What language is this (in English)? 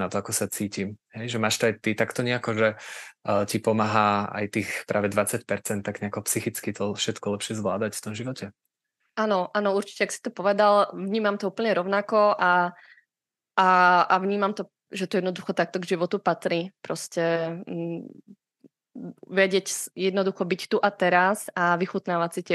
Slovak